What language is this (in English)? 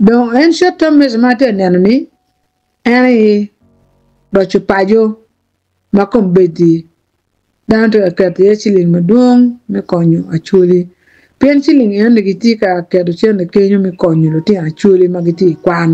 Acoli